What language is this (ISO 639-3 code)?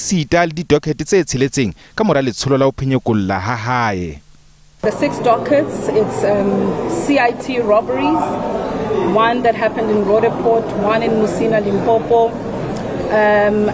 sot